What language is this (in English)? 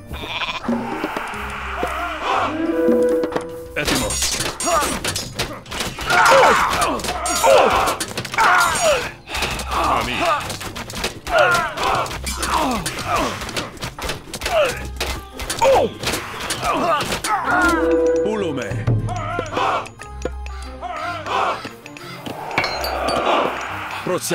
Greek